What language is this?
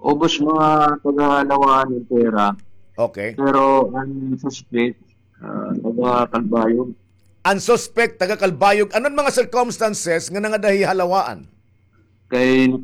Waray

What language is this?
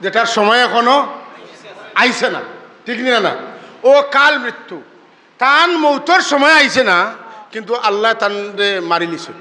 Sylheti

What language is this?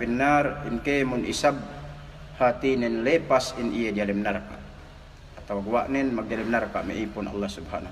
Yakan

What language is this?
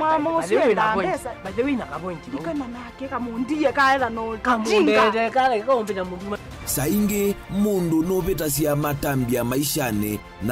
Kamba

